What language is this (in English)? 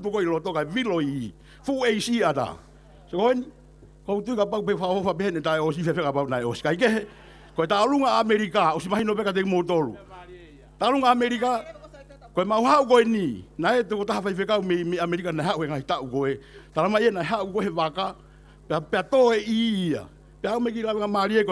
Tongan